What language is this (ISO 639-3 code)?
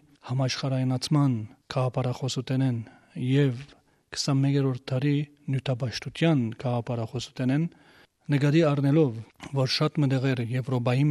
hye